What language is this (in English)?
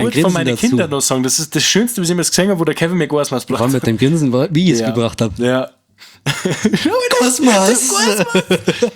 Bavarian